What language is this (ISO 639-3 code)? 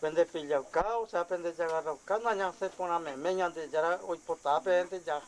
grn